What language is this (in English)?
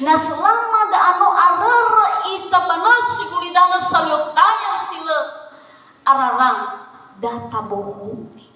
Nias